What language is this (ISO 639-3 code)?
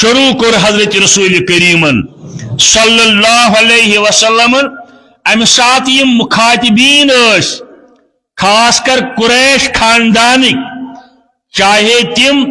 kas